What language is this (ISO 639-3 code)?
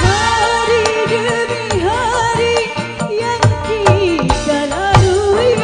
bew